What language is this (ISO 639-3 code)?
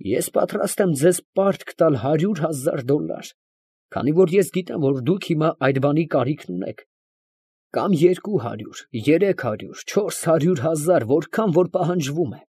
hye